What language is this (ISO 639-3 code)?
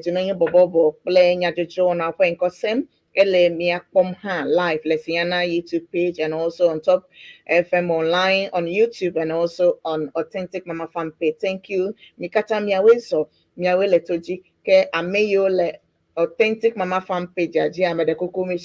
ewe